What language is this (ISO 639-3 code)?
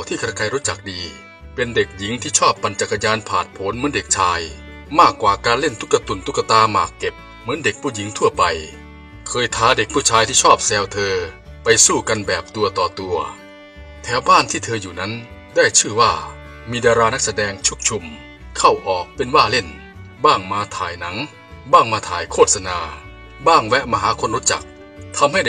tha